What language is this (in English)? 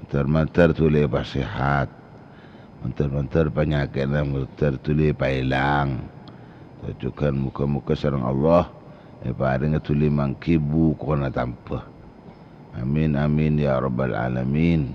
Madurese